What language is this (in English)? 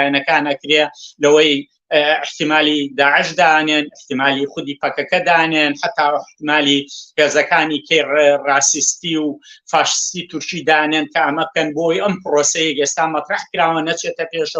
Central Kurdish